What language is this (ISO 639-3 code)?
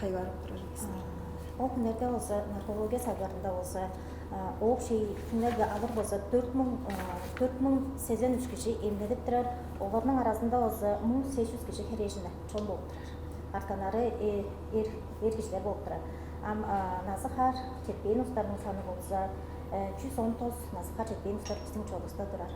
tyv